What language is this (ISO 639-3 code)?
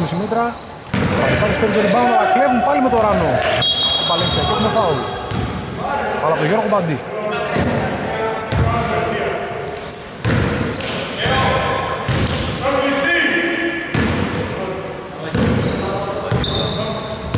ell